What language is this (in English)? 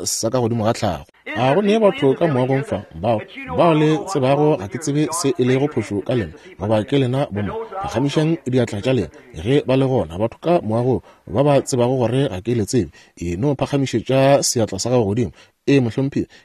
Northern Sotho